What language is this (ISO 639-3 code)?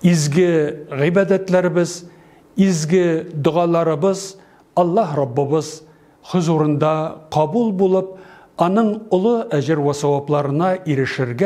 tat